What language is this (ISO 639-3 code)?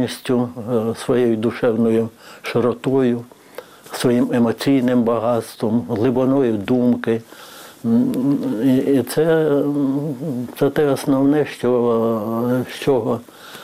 ukr